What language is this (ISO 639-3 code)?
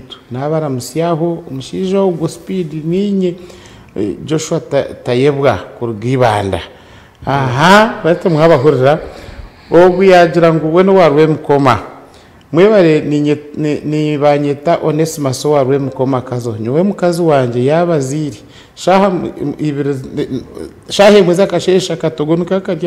nyn